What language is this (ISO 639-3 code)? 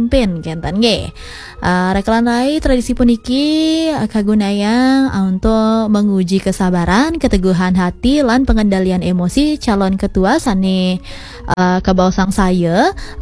ban